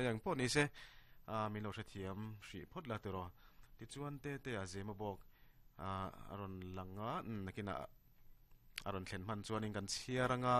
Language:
Mizo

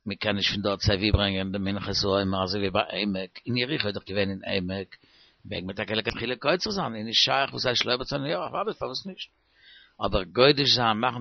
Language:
Yiddish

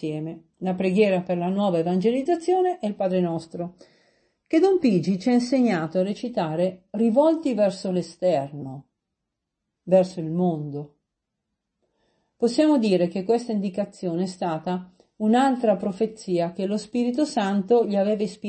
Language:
Italian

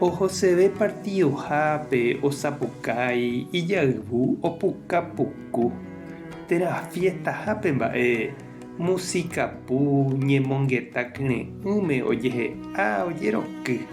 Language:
Guarani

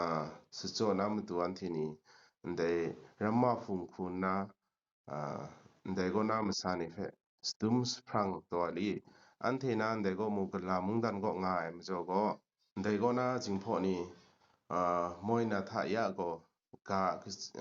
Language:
Kachin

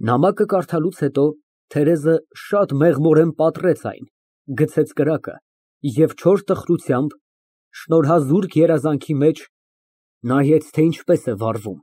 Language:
Armenian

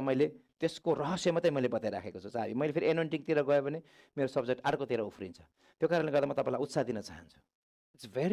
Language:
Nepali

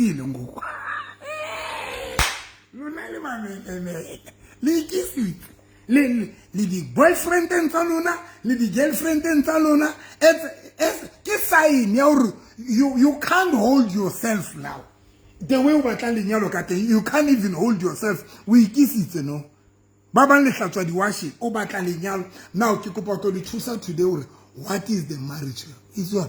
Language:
Southern Sotho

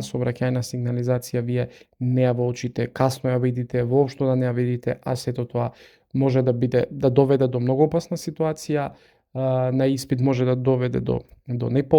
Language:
Macedonian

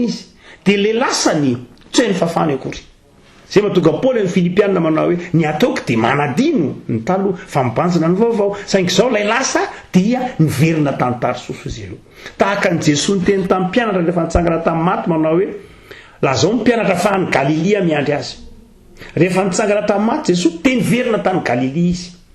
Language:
Malagasy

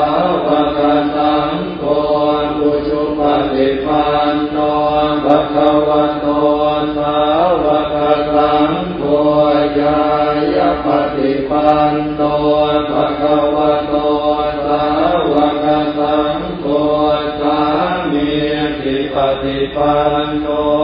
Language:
Pali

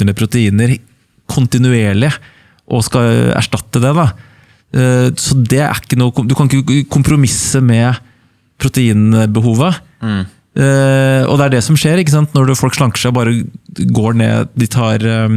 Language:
Norwegian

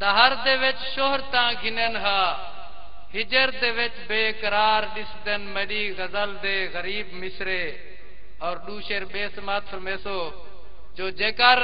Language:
Saraiki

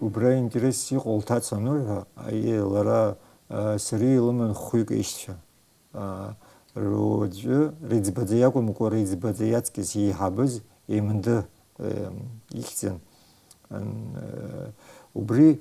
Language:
Abkhazian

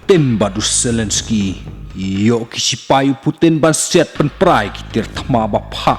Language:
Khasi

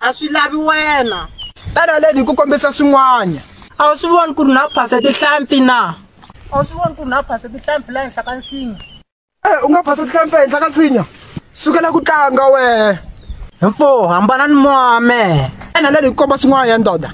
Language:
Tsonga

